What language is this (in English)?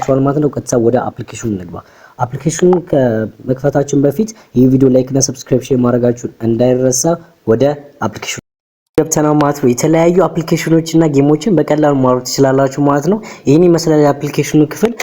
Amharic